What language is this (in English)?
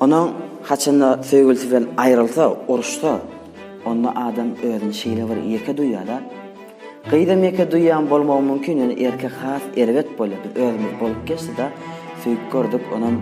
Turkmen